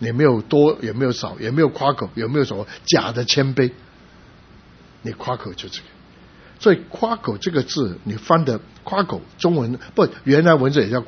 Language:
Chinese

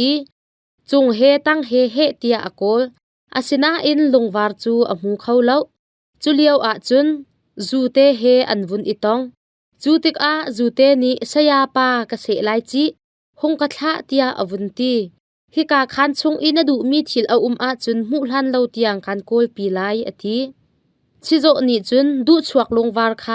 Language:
Hakha Chin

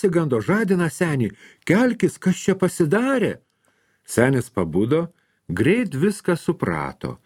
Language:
Lithuanian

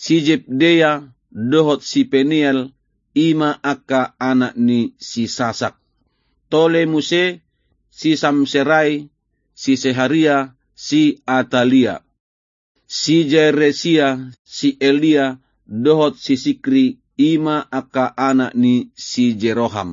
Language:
Batak Toba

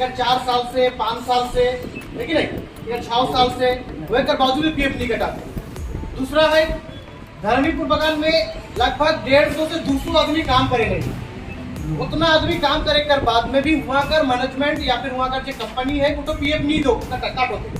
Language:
Sadri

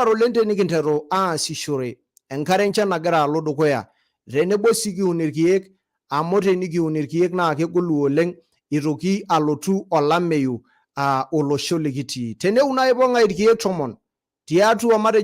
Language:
Masai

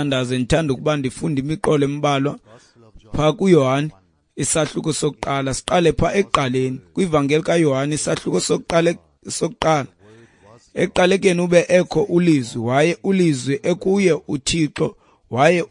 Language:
Xhosa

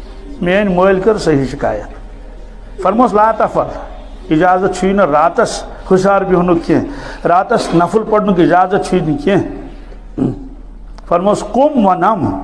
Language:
Kashmiri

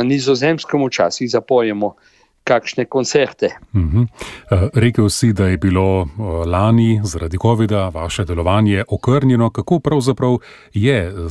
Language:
Slovenian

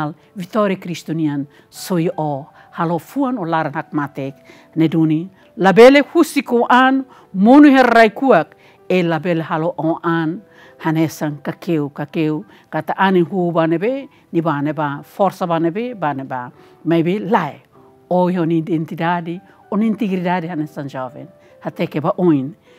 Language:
Tetum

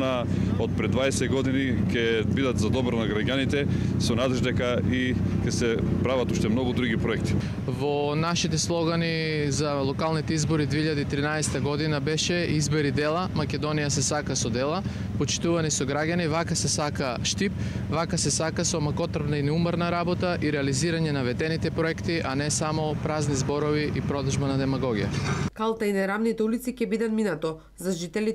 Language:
Macedonian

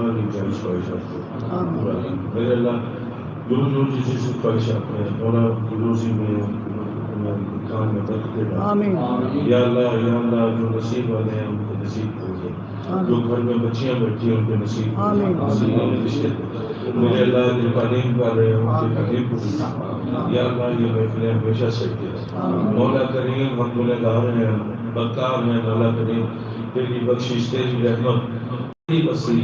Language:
Saraiki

